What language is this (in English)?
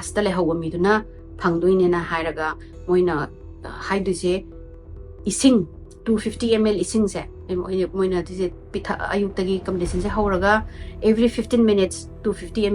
Manipuri